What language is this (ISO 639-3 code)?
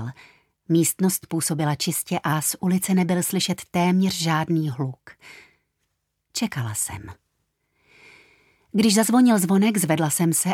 ces